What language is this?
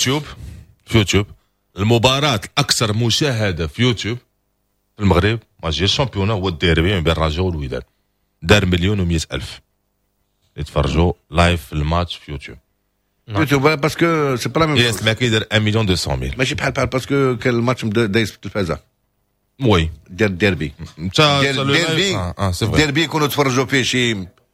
Moroccan Arabic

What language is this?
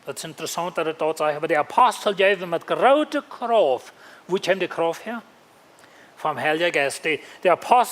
Plautdietsch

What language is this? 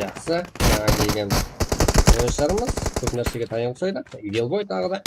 Kara-Kalpak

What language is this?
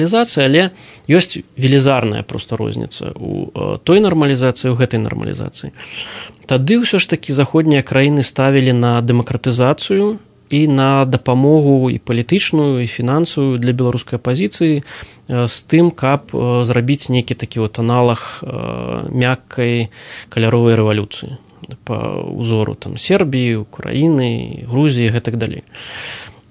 Belarusian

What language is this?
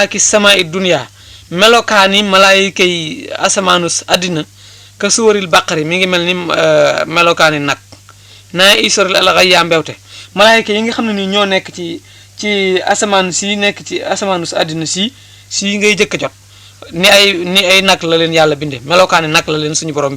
Wolof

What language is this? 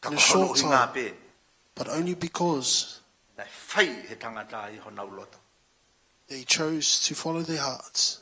Tongan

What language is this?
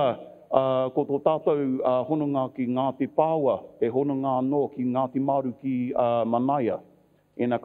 Māori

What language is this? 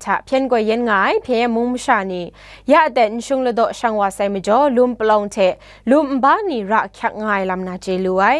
Kachin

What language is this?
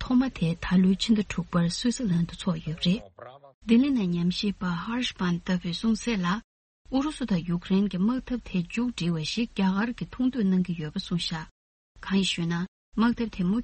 Tibetan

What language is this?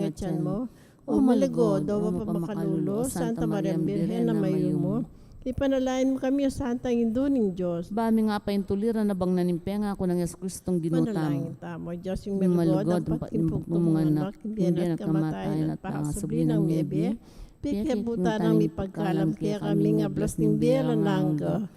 Pampanga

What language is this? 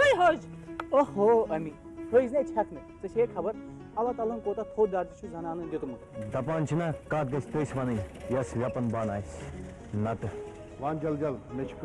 Kashmiri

